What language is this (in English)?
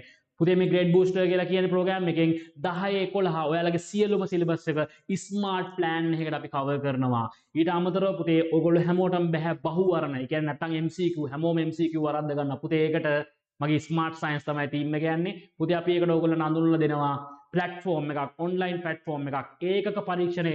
Sinhala